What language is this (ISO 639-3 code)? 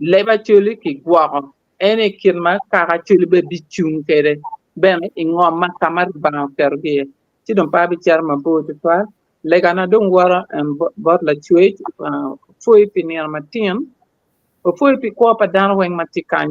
ach